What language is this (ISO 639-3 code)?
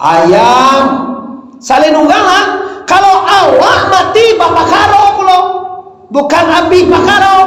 min